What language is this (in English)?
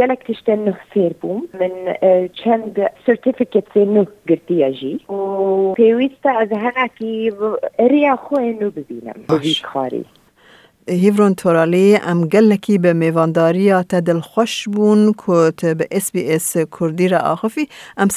Kurdish